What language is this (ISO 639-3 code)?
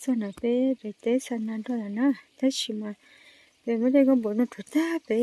hmn